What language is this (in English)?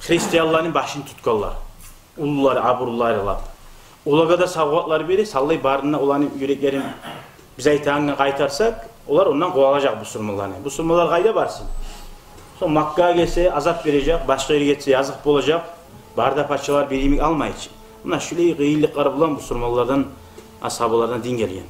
Kumyk